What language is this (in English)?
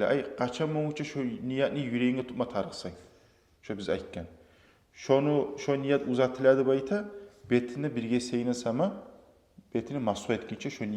Kumyk